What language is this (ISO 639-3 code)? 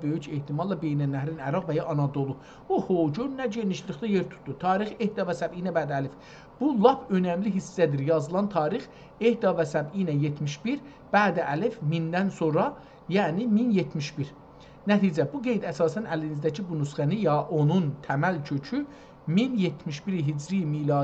azb